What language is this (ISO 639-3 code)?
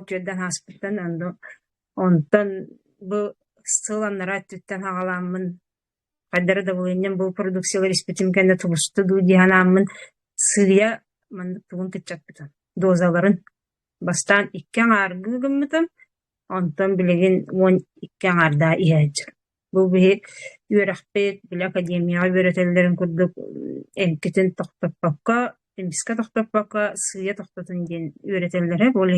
sah